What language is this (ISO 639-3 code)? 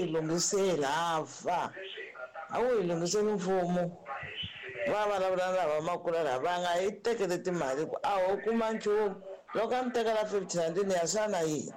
tso